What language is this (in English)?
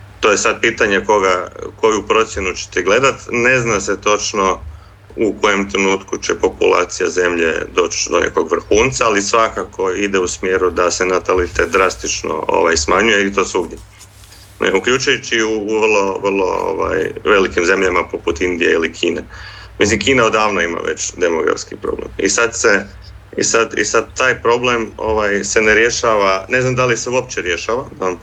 Croatian